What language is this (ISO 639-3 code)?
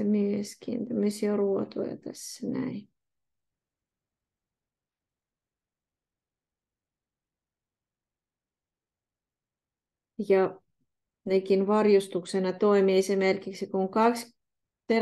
fin